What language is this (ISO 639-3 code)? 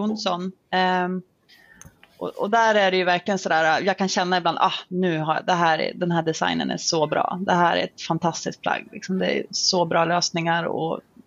swe